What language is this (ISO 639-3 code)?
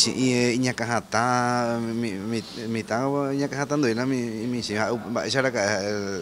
grn